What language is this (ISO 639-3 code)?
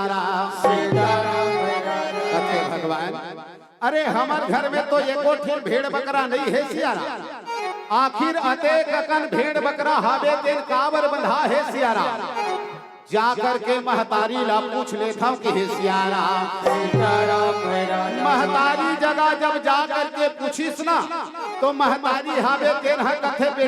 hne